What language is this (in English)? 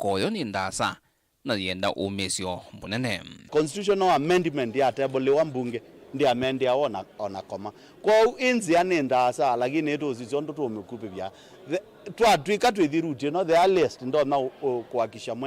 Kamba